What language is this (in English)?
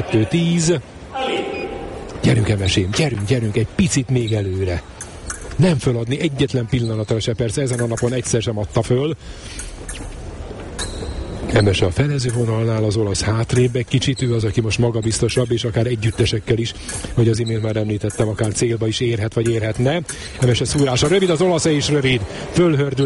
Hungarian